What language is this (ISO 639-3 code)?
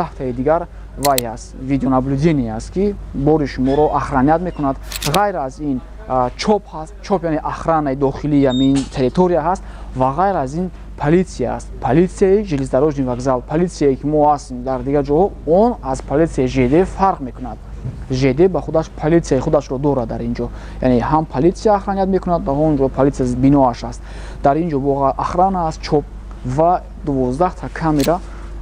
tgk